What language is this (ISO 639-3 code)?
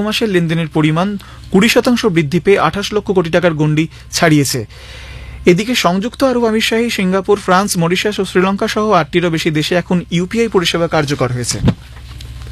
ben